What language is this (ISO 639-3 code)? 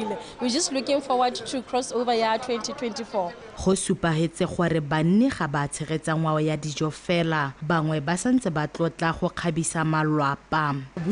tsn